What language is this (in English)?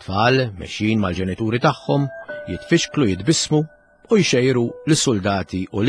Maltese